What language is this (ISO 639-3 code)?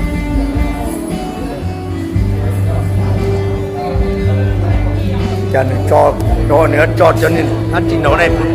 lao